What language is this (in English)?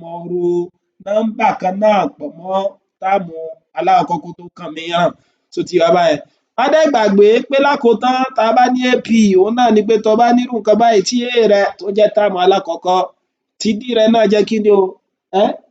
Yoruba